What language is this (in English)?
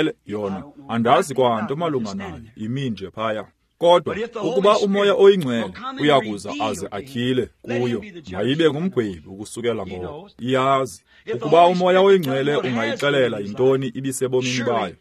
Xhosa